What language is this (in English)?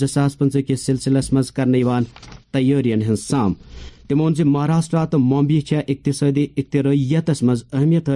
Kashmiri